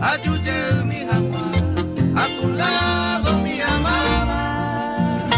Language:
Guarani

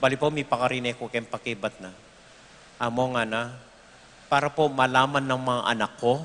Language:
Pampanga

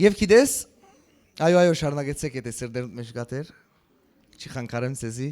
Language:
Western Armenian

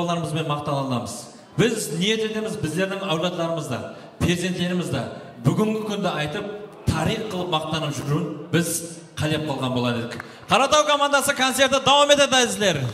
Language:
Kara-Kalpak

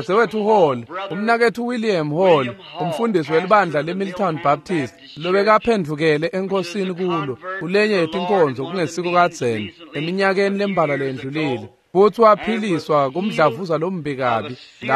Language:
Swati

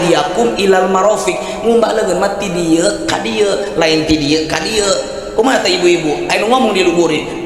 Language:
Sundanese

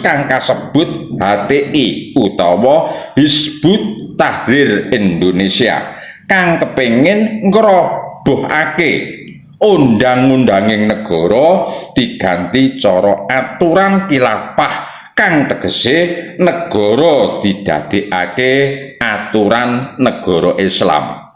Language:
Javanese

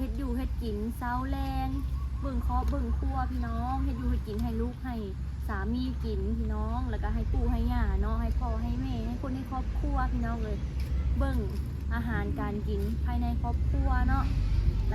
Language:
Lao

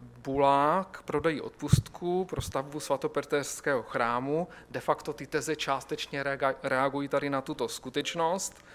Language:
Czech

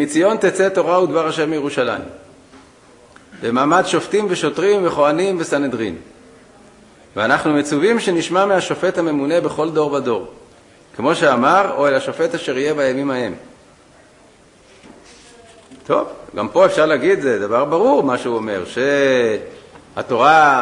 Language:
Hebrew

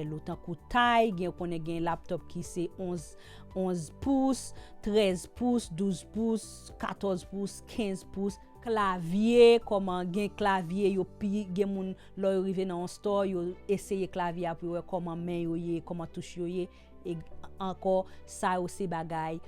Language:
Haitian Creole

